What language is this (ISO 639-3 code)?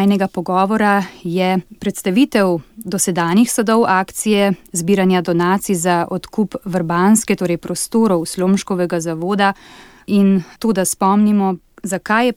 slv